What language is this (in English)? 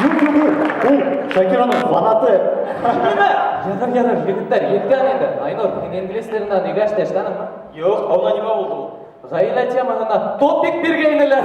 Bashkir